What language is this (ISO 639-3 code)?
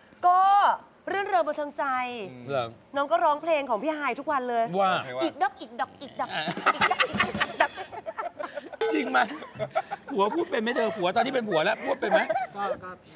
tha